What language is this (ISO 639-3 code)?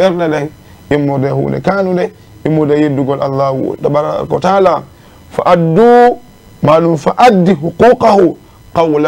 ful